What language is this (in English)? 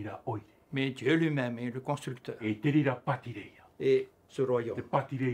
Tahitian